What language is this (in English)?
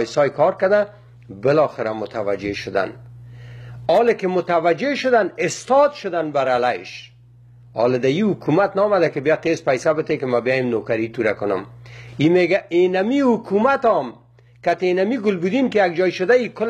Persian